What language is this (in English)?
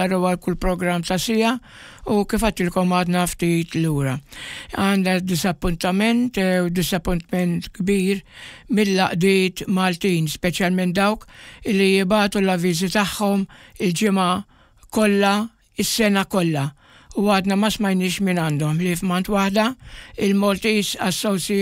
Maltese